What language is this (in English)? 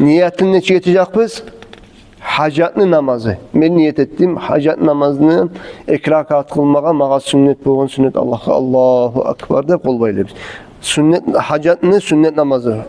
Kumyk